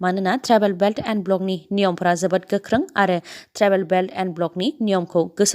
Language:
Bodo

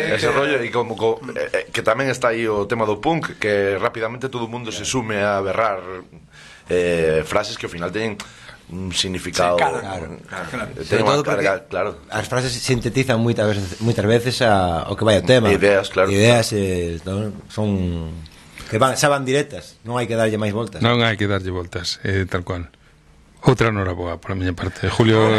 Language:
Galician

